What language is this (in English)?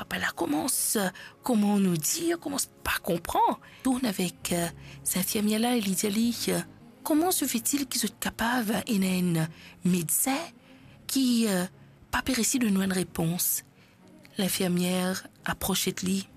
Morisyen